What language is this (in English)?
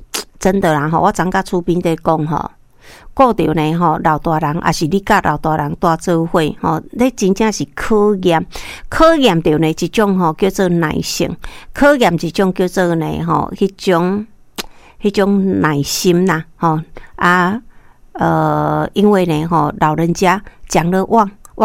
Min Nan Chinese